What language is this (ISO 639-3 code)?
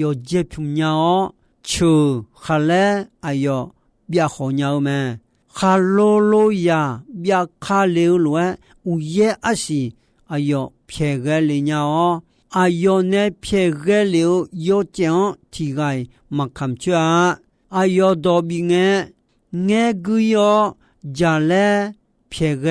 ahk